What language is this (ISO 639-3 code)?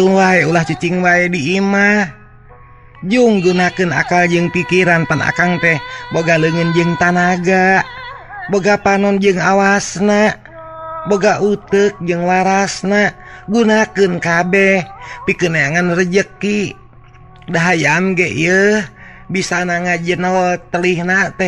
sun